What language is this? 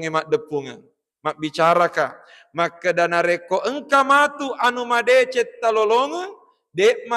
Buginese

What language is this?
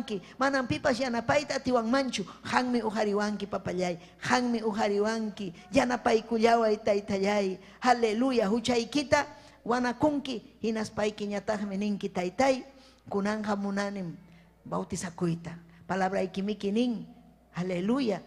Ayacucho Quechua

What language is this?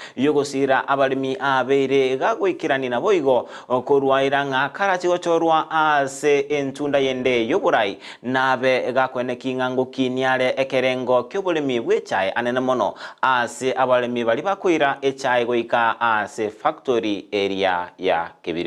Gusii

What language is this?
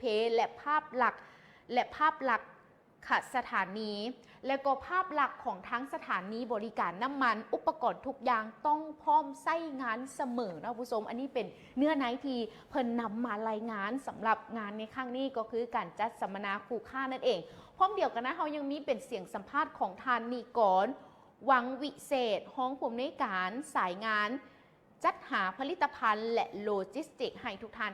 Lao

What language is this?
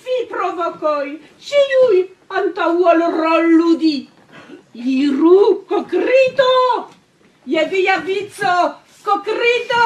Esperanto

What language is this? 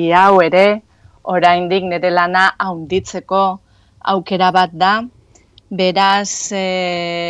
Basque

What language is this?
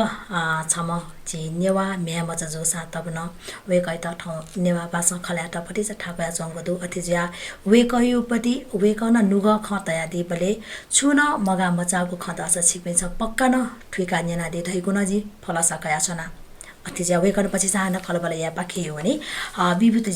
Newari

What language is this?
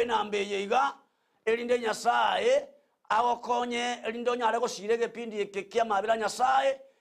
Gusii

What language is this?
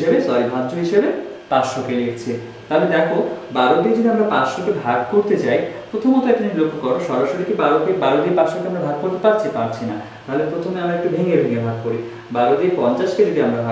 Bangla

